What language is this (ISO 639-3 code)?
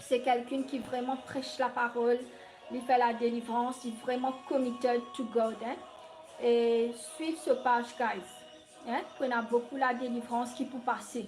mfe